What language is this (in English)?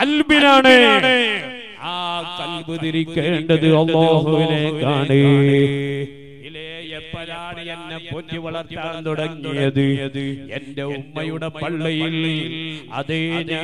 Malayalam